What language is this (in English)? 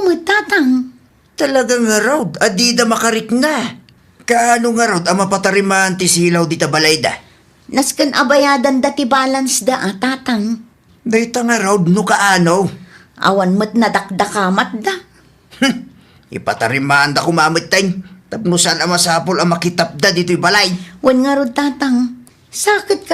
Iloko